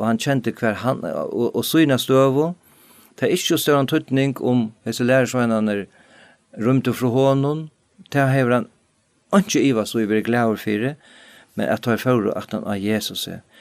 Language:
Faroese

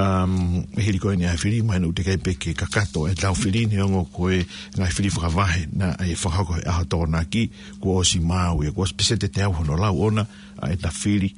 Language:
Tongan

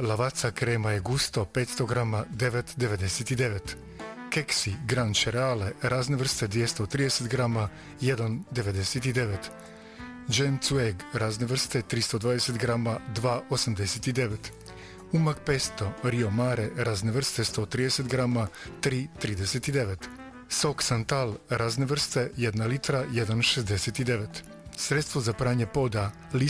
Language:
Croatian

